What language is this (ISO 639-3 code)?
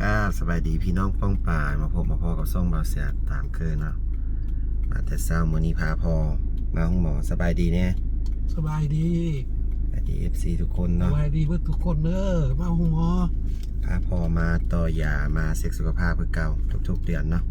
lao